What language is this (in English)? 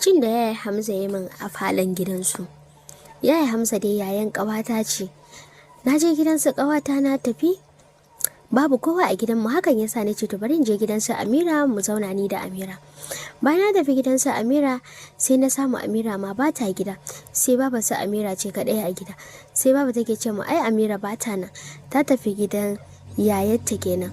Hausa